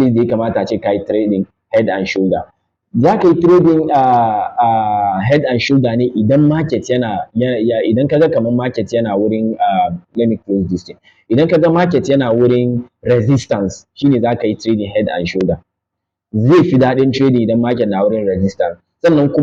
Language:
Hausa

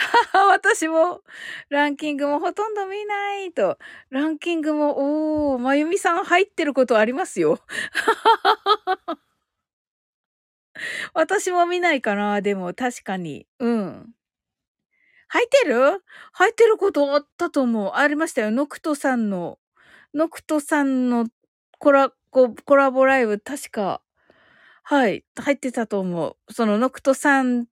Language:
Japanese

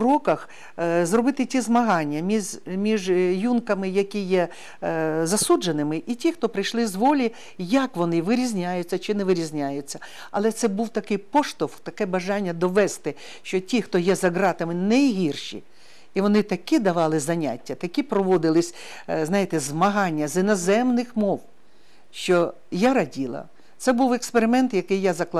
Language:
Ukrainian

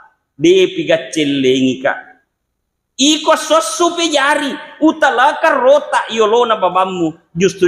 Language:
Buginese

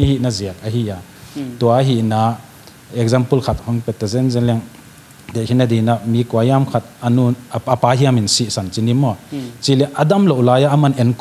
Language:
Paite Chin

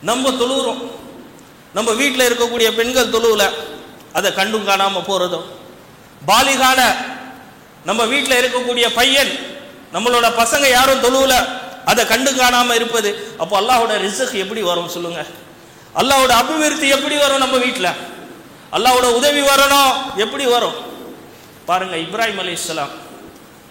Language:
Tamil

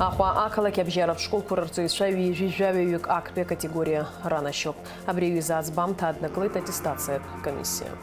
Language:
Abkhazian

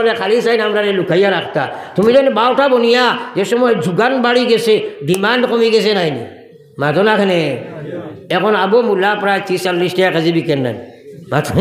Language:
Sylheti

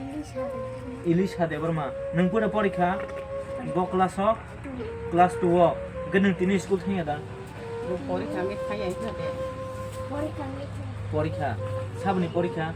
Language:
Kok Borok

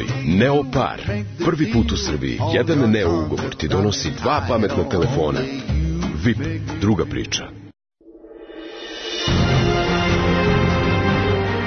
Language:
Serbian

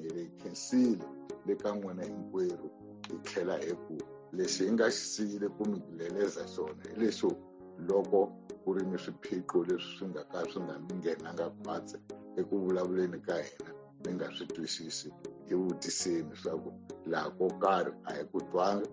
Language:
Tsonga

